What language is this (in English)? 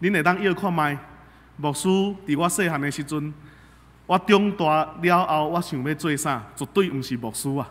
Min Nan Chinese